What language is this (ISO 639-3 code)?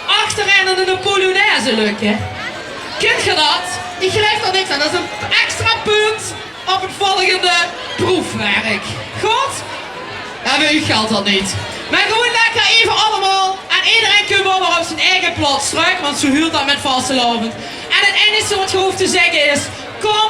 lim